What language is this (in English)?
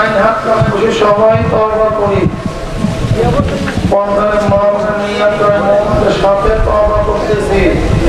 Bangla